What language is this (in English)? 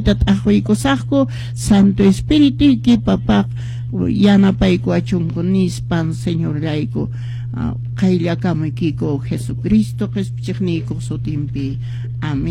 Quechua